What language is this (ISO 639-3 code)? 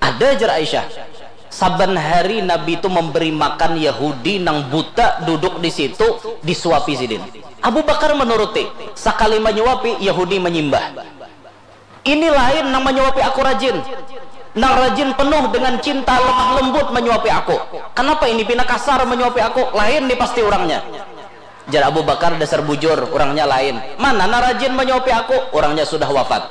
bjn